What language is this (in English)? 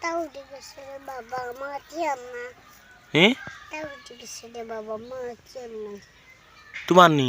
Sylheti